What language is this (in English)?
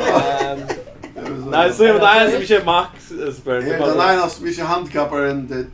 Faroese